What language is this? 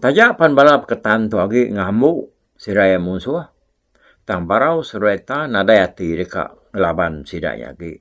Iban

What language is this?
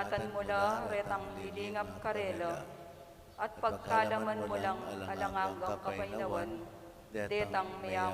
Pampanga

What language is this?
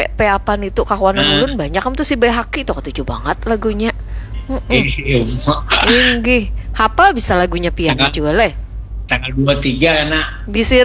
Banjar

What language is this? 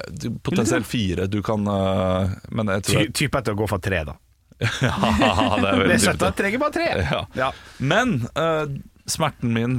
Norwegian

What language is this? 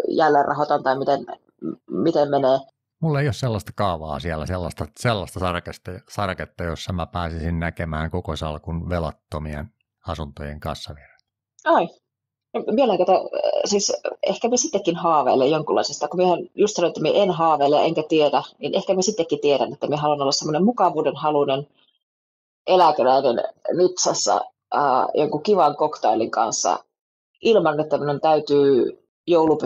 Finnish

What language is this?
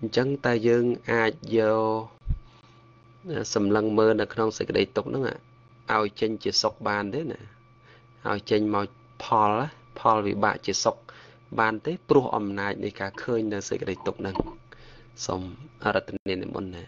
Khmer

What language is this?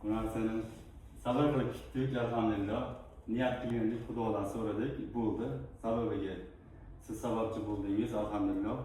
Uzbek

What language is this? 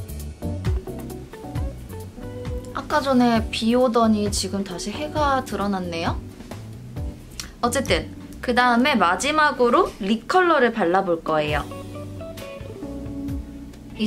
Korean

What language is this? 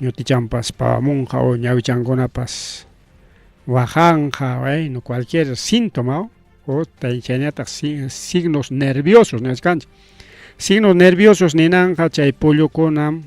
Ayacucho Quechua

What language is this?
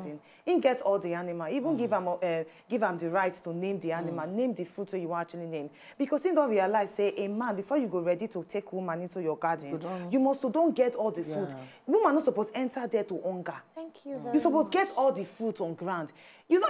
Nigerian Pidgin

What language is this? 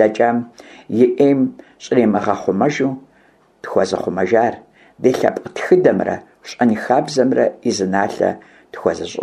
Kabardian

